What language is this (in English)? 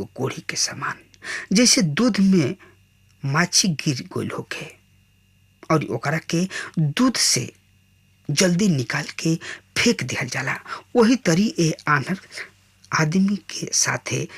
Bhojpuri